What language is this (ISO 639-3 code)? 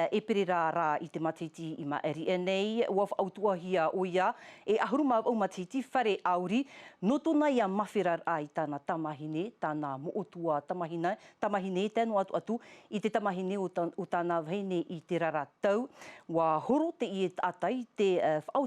tah